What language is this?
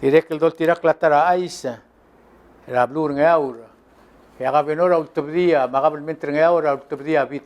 Palauan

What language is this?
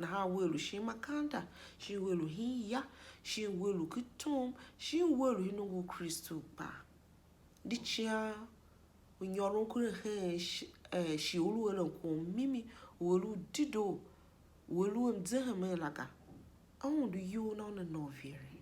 Tiv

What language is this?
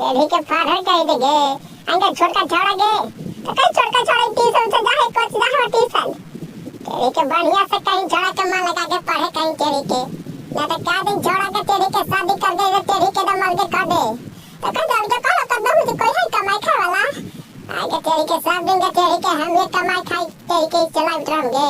Magahi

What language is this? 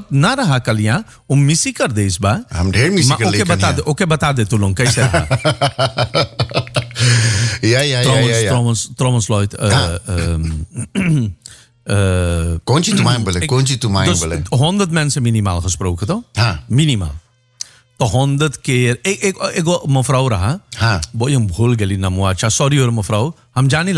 Dutch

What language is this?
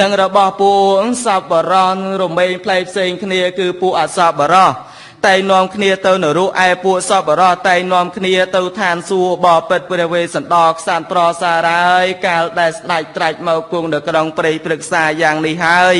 Khmer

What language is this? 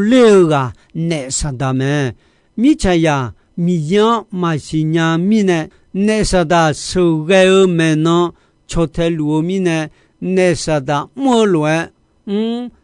Akha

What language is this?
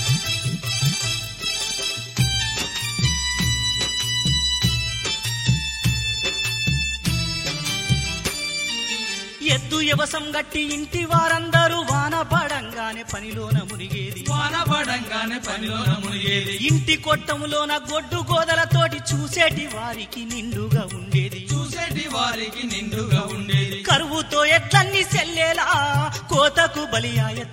Telugu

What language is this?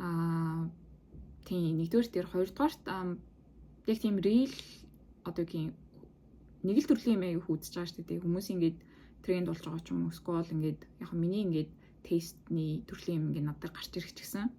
Mongolian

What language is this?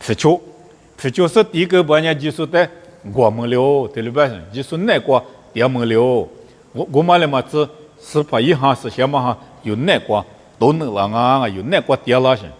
Lisu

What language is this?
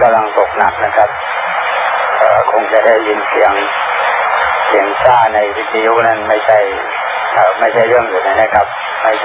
Thai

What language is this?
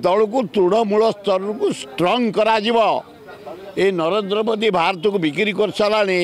Odia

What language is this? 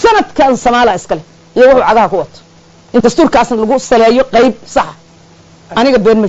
Somali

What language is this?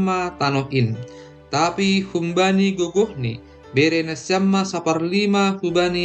Batak Simalungun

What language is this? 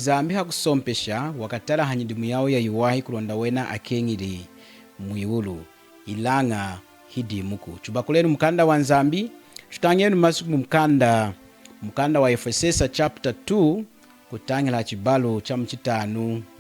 Lunda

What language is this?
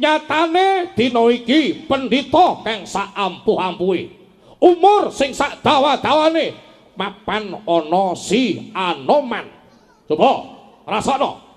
Javanese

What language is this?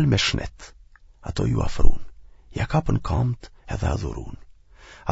Albanian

